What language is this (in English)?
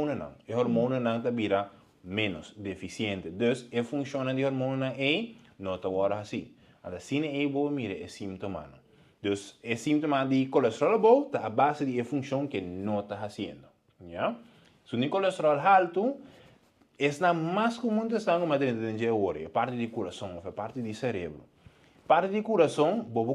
Papiamento